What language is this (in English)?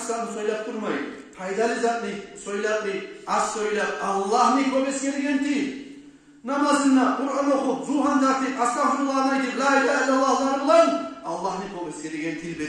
Kumyk